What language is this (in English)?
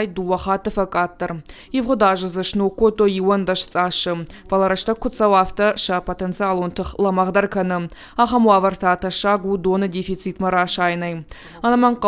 Ossetic